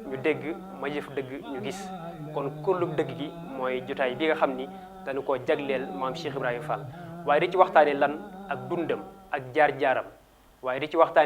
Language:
Wolof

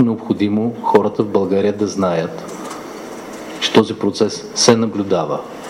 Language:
Bulgarian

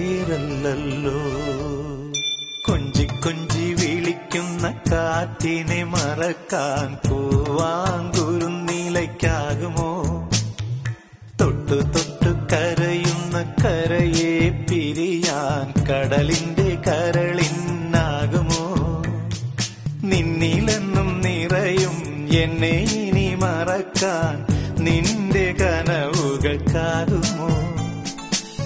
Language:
Malayalam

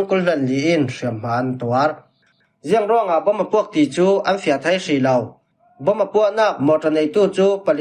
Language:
Falam Chin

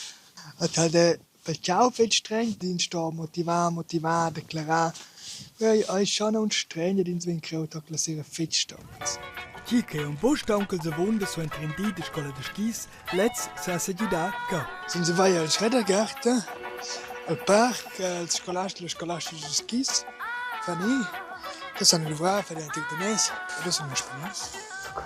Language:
Romansh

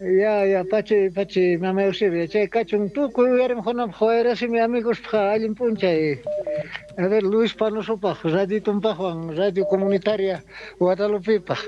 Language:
South Bolivian Quechua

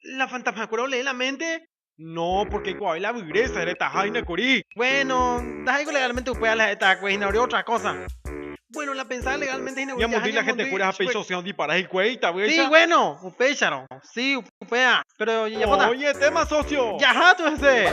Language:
Guarani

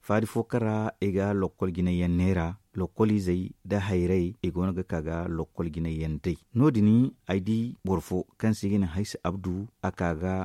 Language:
Zarma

